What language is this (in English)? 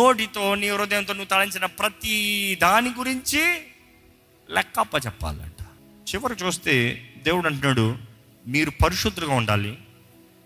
Telugu